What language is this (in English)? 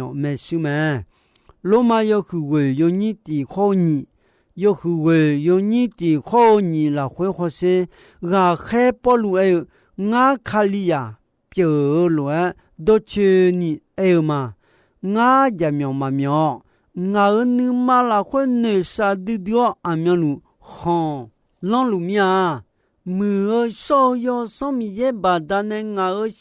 Akha